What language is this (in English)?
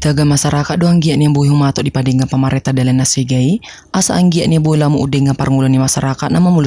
Batak Toba